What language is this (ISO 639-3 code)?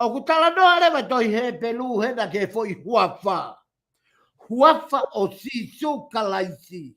ton